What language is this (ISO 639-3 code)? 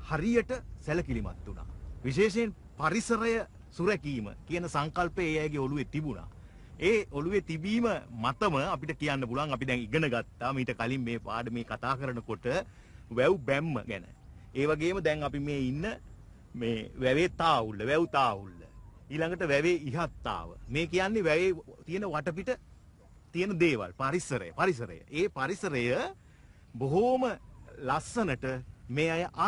sin